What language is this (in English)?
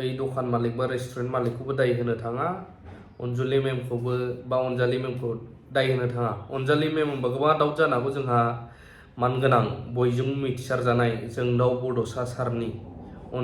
Bodo